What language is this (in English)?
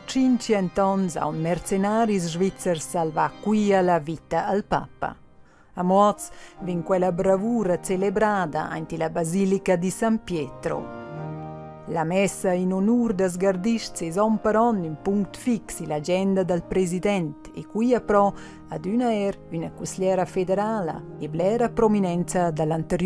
Romansh